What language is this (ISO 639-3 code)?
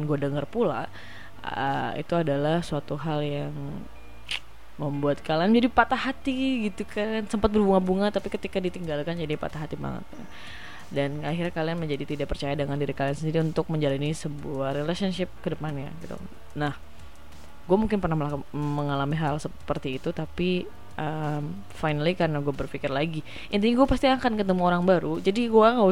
ind